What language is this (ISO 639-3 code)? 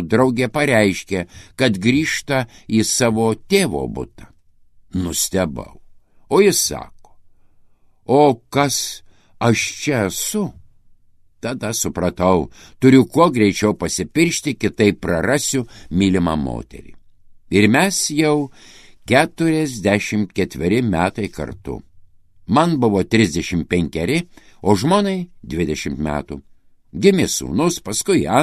lit